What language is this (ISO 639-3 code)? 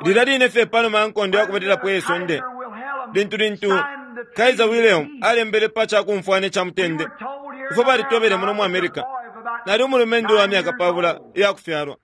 bem